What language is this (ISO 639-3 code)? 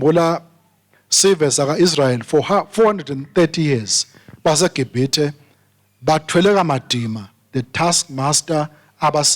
ssw